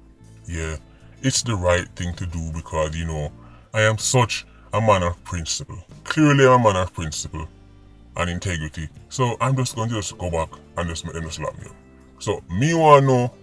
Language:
Jamaican Creole English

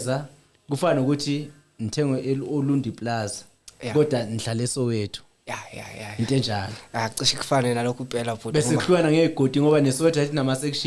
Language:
Zulu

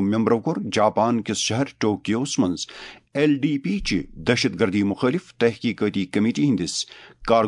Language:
Kashmiri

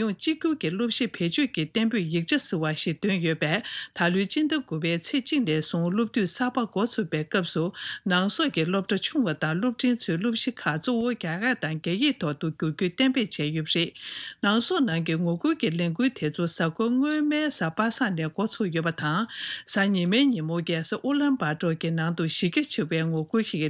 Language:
Tibetan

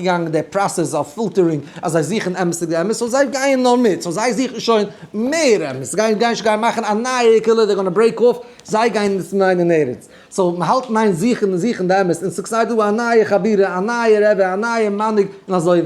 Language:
Yiddish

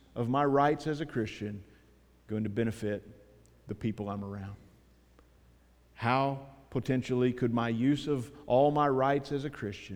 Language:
English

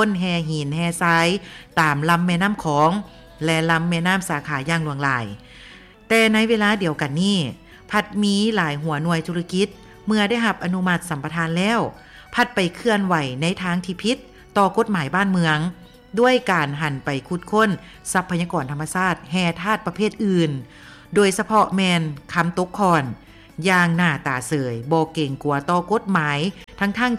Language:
Lao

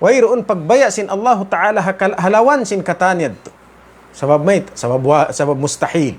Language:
Tausug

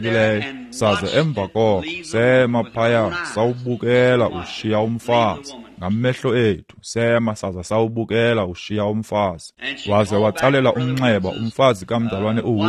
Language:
Xhosa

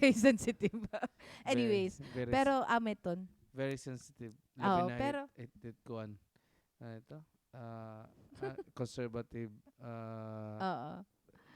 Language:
Waray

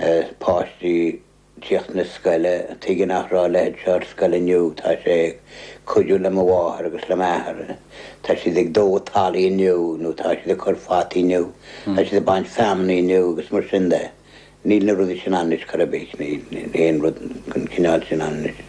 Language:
Irish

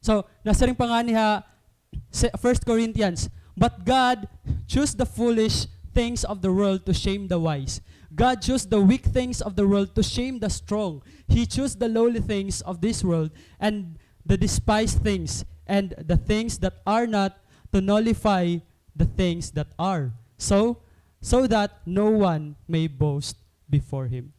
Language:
Waray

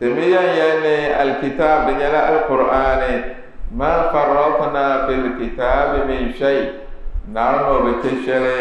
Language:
Dagbani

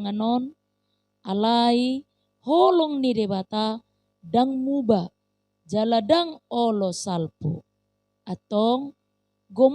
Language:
Batak Toba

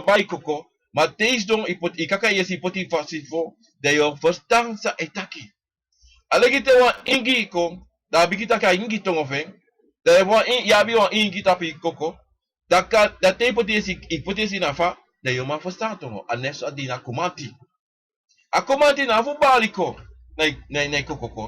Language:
Sranan Tongo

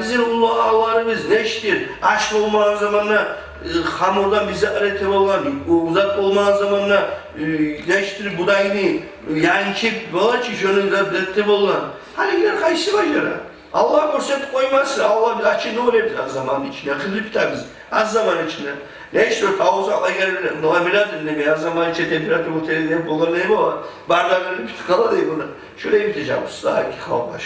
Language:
Kumyk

